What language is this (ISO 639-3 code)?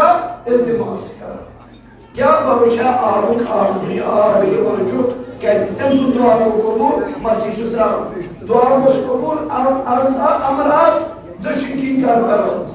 kas